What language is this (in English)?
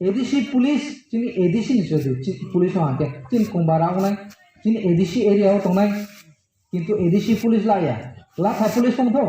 Riang (India)